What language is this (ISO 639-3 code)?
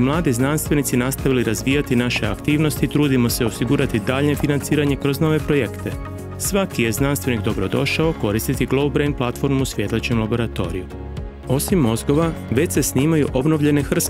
hrv